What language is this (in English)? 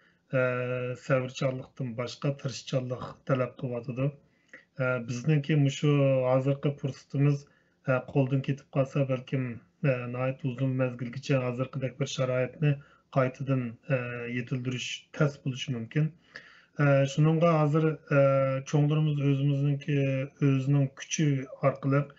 Uyghur